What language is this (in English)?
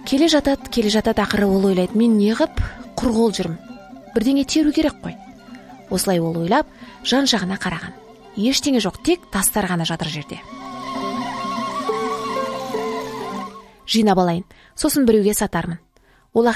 Kazakh